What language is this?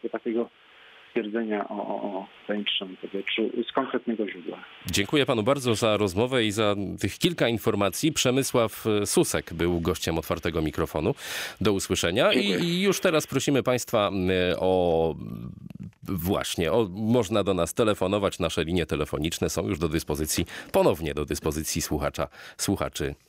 Polish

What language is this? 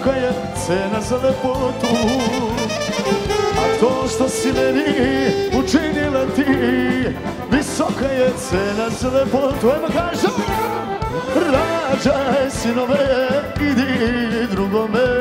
Serbian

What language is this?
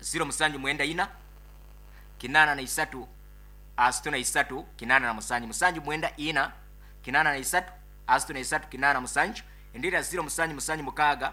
Nyoro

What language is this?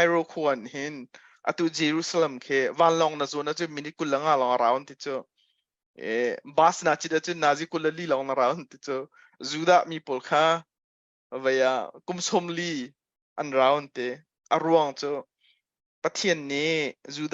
Hakha Chin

